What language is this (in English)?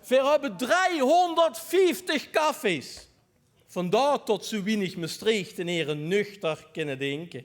Limburgish